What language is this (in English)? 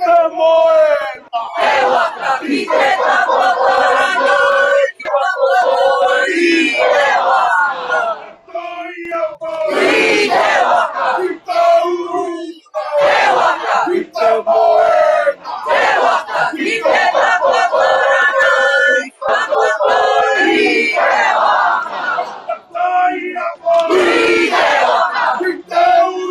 Māori